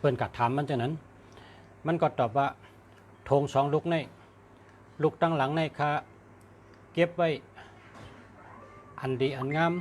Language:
Shan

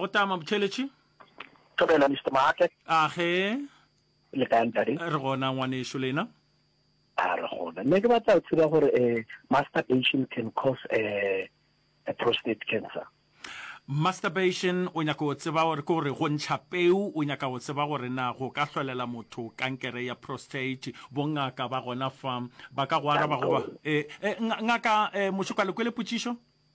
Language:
Northern Sotho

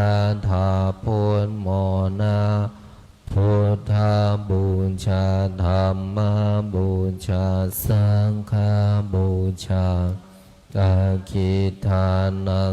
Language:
Pali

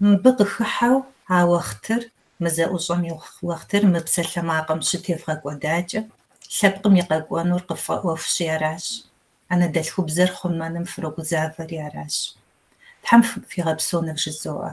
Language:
Kabardian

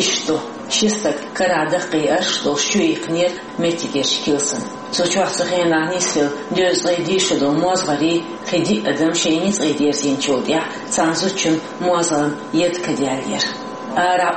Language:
Chechen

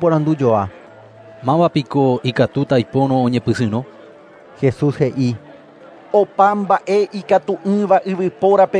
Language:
Guarani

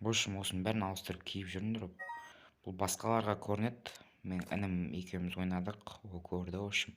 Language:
Kazakh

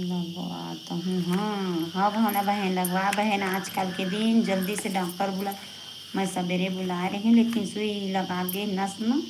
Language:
Chhattisgarhi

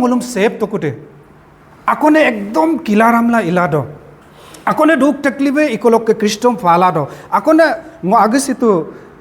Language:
Adi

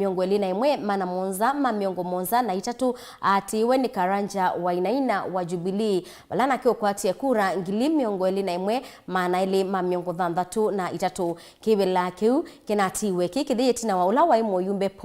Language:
Kamba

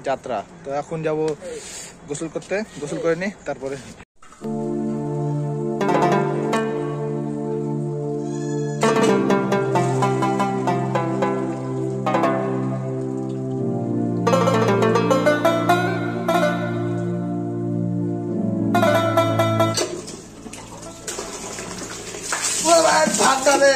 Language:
Bangla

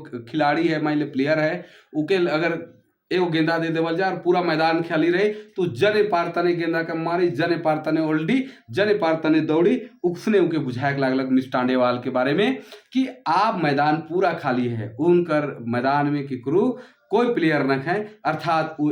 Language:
Sadri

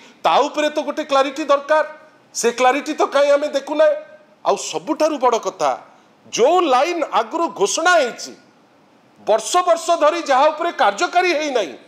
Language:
Odia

